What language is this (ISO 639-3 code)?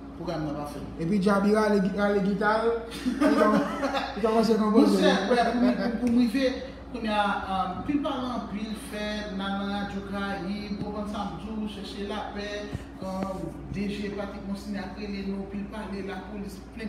hat